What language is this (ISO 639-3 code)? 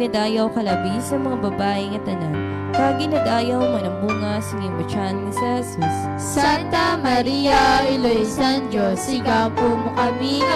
hil